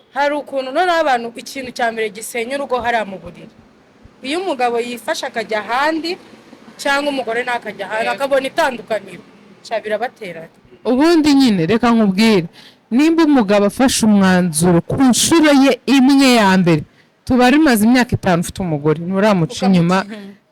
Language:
Kinyarwanda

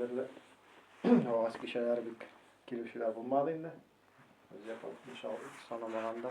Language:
Tatar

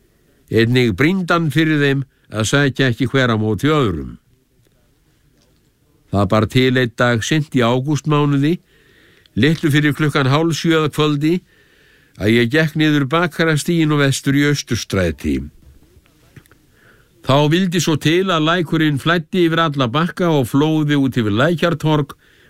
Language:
Icelandic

